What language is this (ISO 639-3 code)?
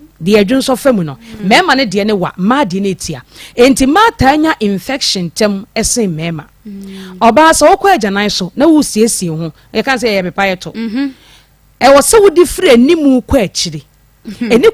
aka